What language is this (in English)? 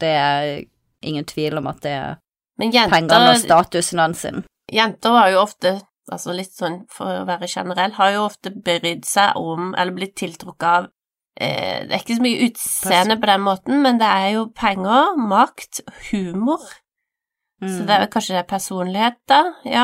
Norwegian